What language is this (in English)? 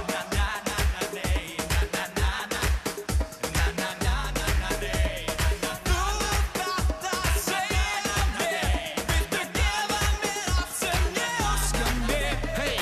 Icelandic